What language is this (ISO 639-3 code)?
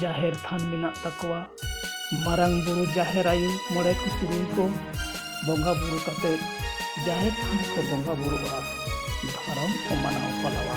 sat